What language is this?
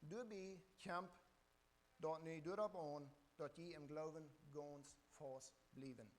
Plautdietsch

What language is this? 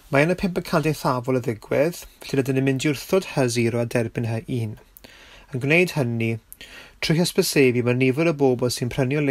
Welsh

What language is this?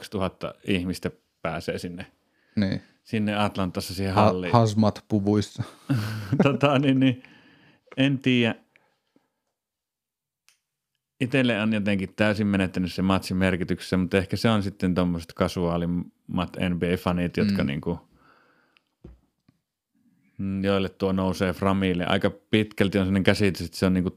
Finnish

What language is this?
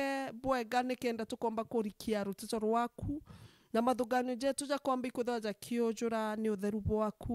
Meru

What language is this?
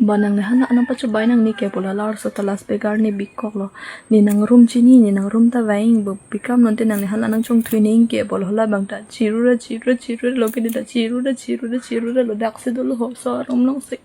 Karbi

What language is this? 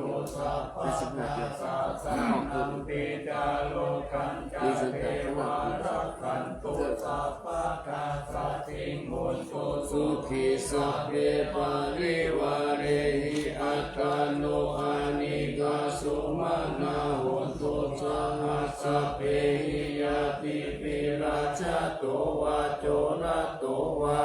Pali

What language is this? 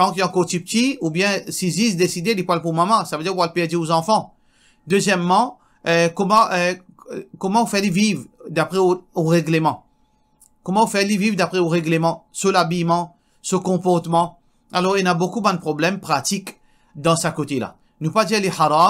Morisyen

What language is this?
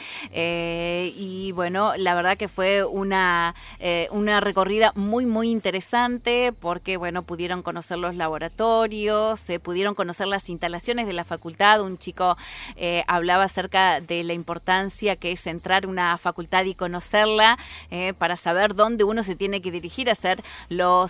Spanish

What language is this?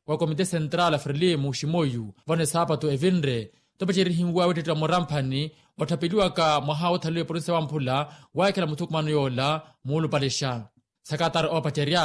Makhuwa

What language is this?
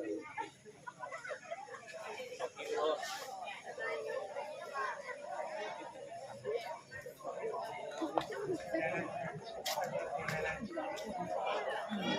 Northeastern Thai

